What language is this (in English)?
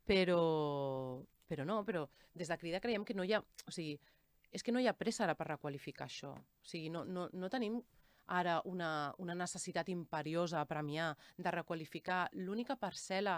Catalan